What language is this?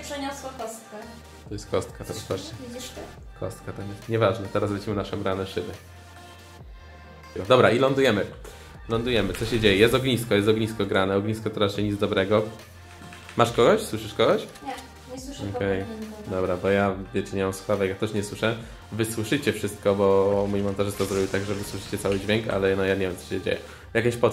Polish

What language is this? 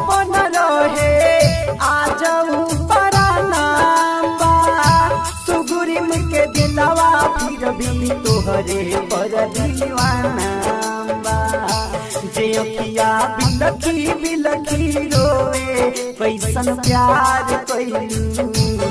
Bhojpuri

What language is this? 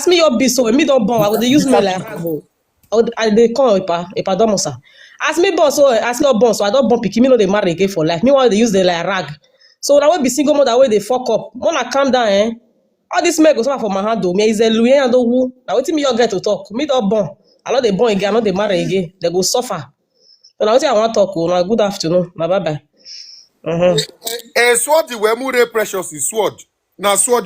Nigerian Pidgin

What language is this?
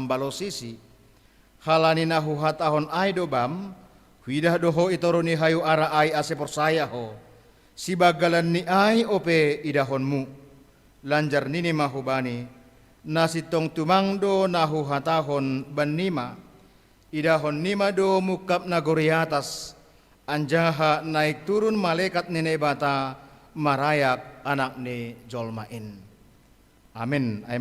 Batak Simalungun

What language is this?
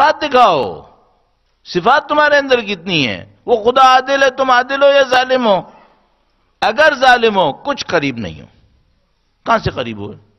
Urdu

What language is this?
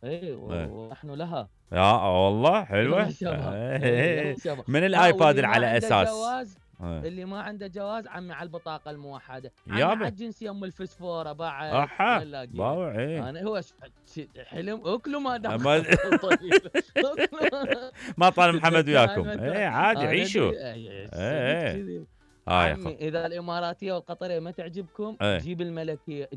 Mesopotamian Arabic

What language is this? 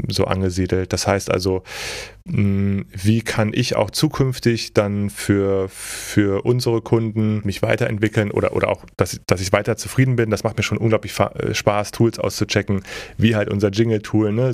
German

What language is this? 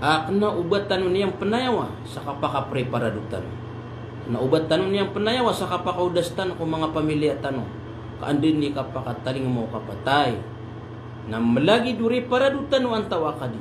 Maranao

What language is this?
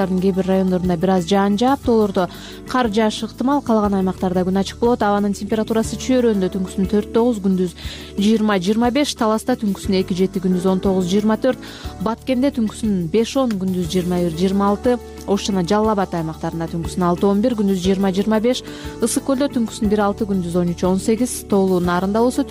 Kyrgyz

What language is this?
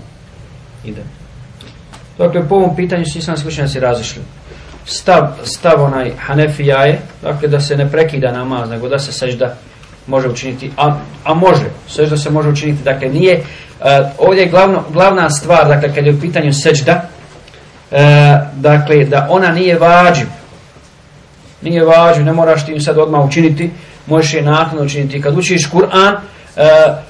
Bosnian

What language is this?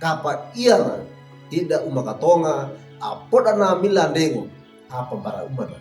Wejewa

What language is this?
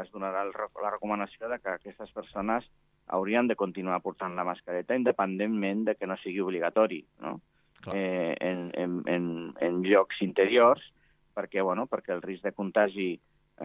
Catalan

